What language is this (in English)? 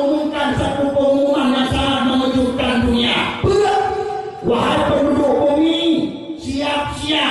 Achinese